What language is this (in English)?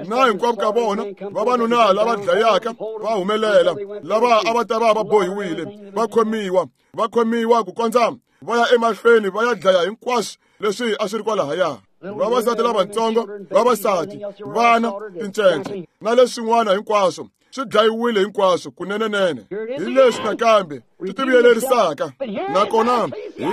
Tsonga